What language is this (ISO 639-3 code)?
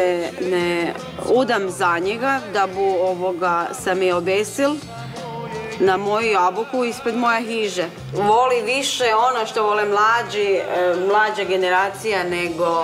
hrv